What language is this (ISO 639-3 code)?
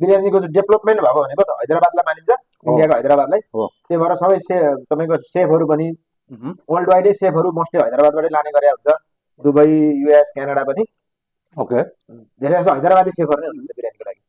nep